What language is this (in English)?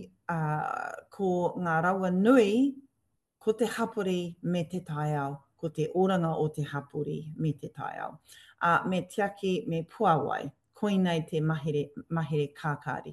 Māori